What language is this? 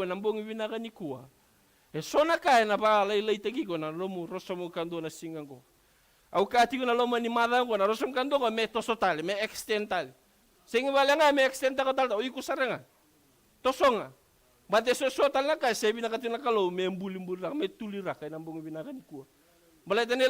Fijian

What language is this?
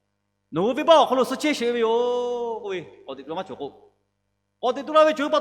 Lahu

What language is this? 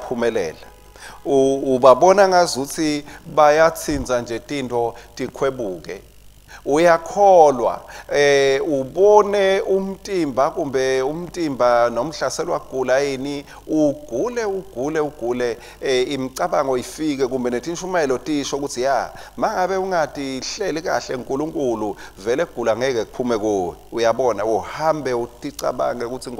Swati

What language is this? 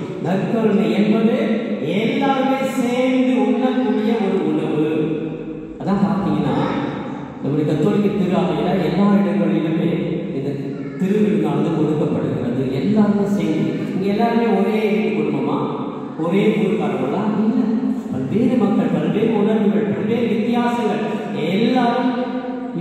Tamil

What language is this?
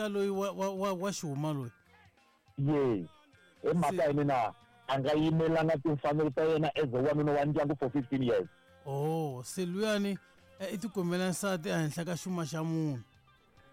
Tsonga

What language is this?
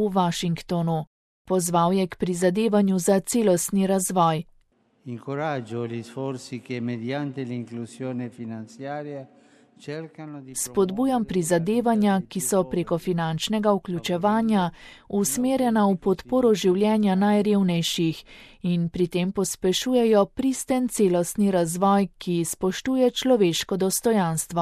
Slovenian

